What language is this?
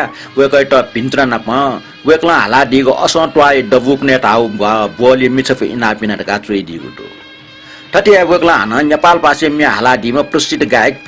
Newari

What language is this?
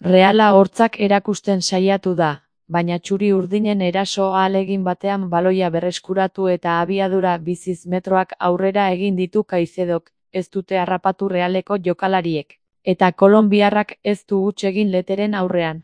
Basque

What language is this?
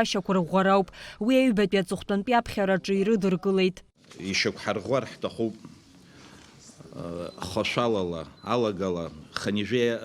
Abkhazian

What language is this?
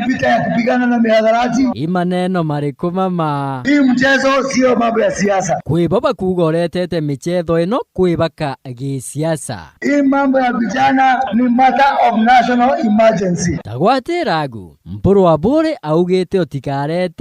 Meru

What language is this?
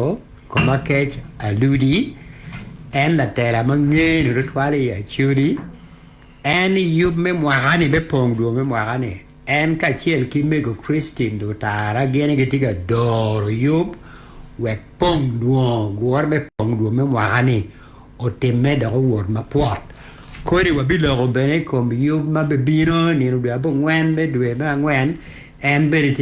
Acoli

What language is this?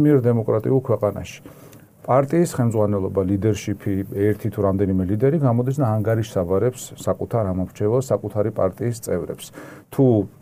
Georgian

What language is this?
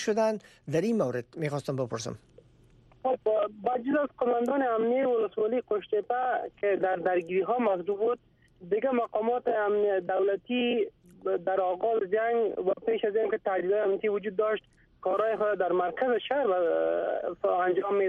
Persian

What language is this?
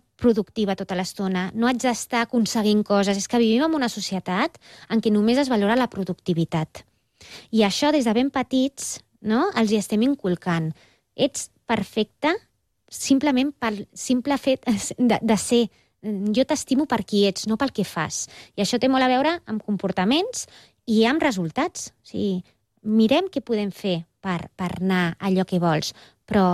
Catalan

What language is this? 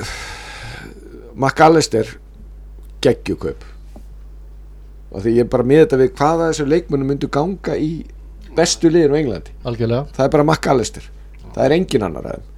Icelandic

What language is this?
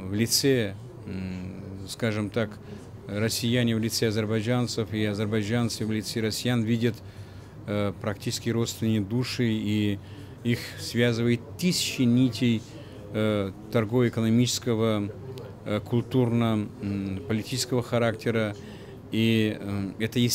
Russian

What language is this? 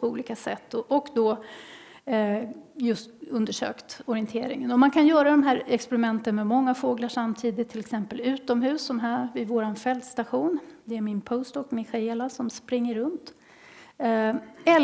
Swedish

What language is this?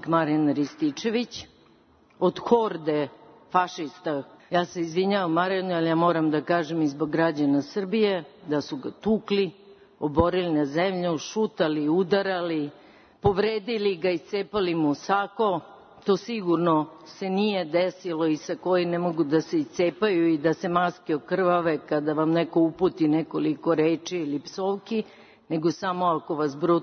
Serbian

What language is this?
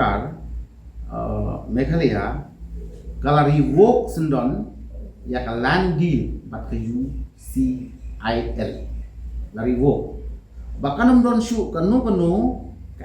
Khasi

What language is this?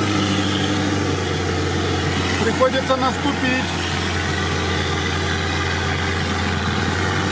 Russian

